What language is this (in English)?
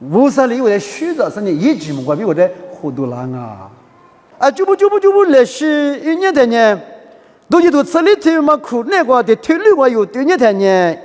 Lisu